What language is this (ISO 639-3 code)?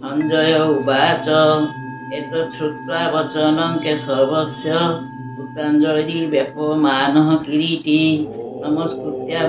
ori